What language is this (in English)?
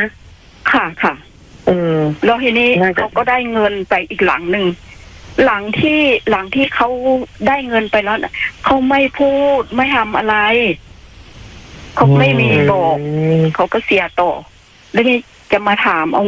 Thai